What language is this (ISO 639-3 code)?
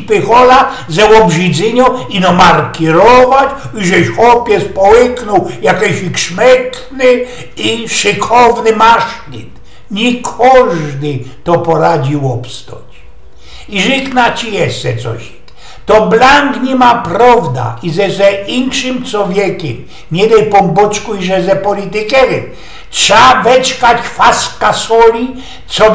szl